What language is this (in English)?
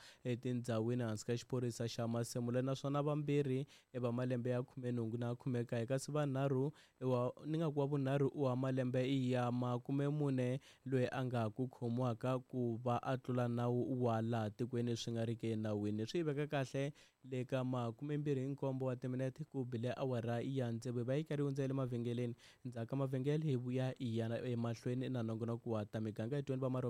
Tsonga